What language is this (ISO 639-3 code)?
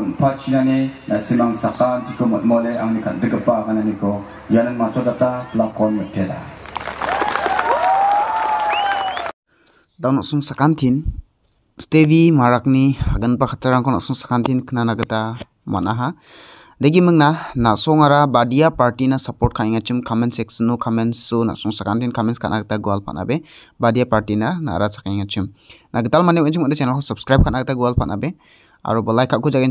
grt